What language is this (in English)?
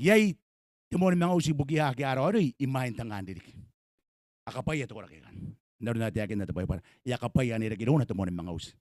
Gilbertese